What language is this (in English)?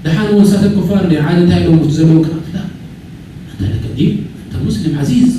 Tigrinya